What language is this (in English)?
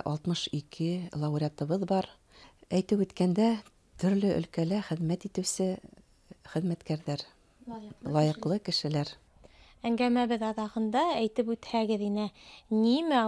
Bashkir